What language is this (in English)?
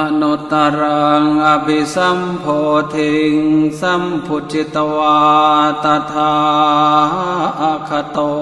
Pali